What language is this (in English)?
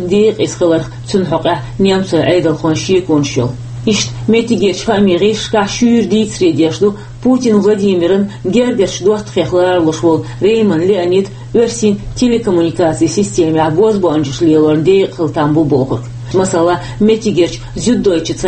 Chechen